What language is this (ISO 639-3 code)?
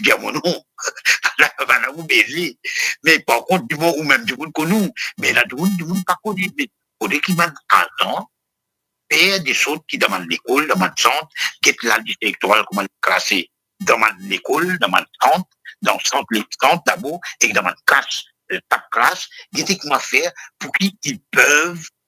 mfe